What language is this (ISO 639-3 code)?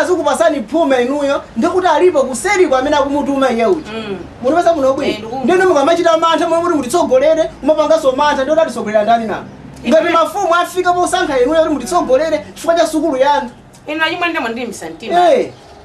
nya